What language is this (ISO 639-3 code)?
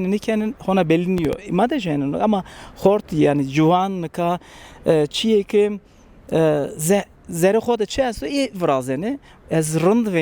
kur